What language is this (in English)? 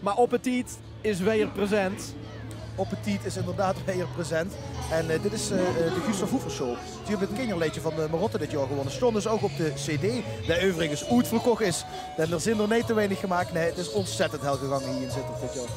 Limburgish